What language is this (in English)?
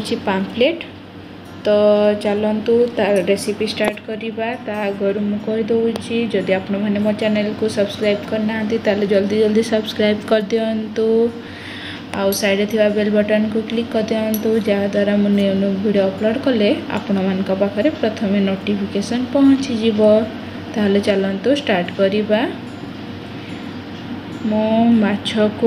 Odia